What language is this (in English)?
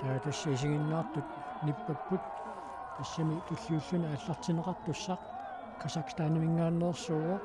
Kalaallisut